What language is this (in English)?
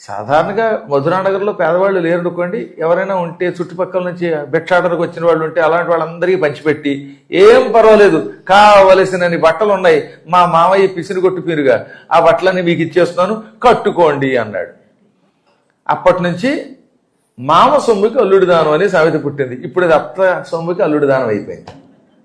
Telugu